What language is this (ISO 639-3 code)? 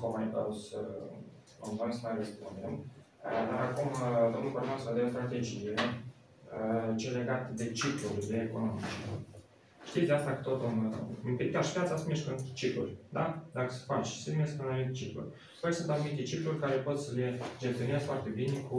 ron